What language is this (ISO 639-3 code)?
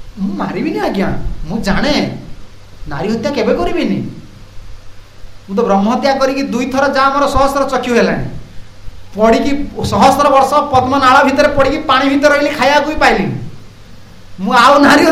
ori